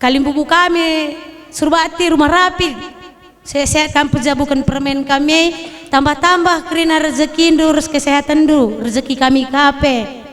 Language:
Batak Karo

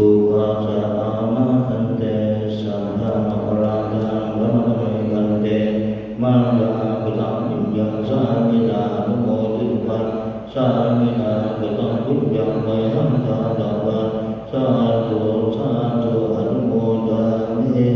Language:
Pali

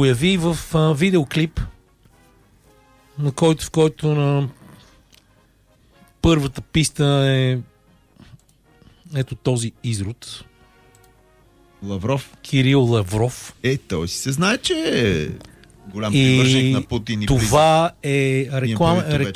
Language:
Bulgarian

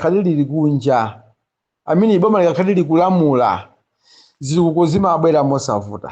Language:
Nyanja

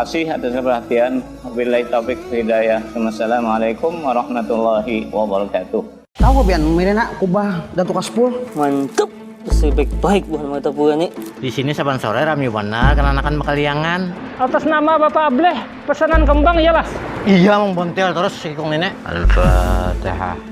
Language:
Banjar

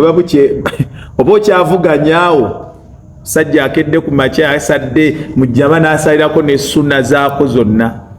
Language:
Ganda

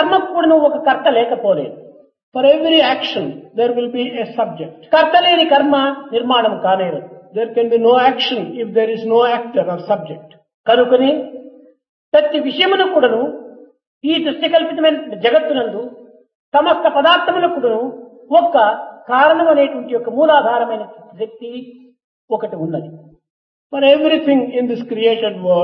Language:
Telugu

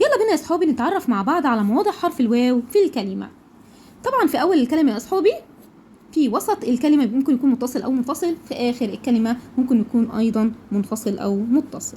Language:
Egyptian Arabic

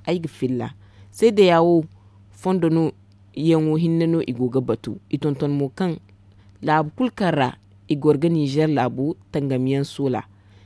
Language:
Zarma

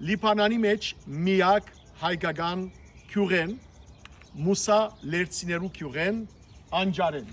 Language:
Western Armenian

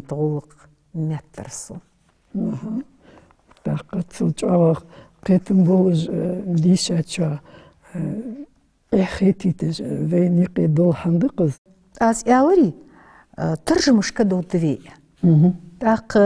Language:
Ingush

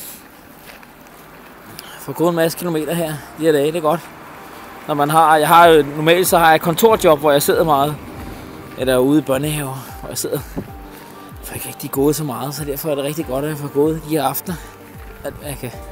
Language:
Danish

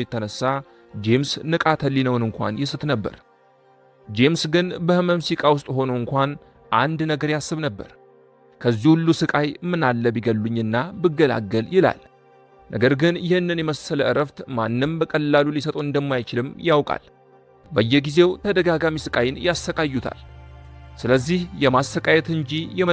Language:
Amharic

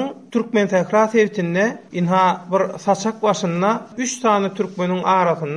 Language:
Turkmen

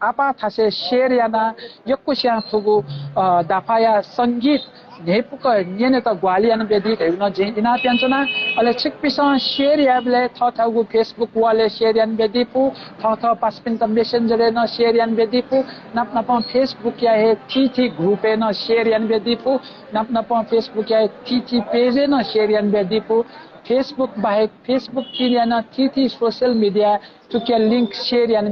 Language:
Newari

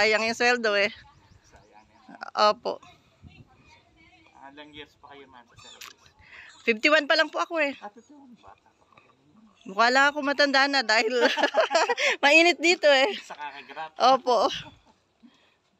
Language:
Filipino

